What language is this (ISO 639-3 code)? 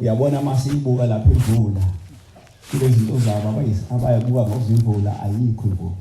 zul